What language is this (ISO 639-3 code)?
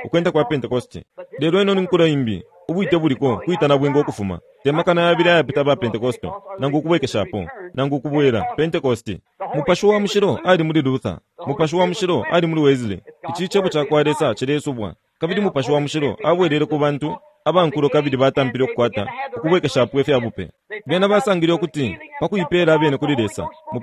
bem